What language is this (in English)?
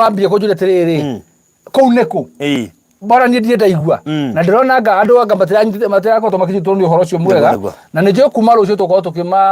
Kikuyu